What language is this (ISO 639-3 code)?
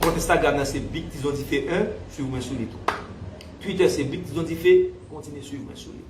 hat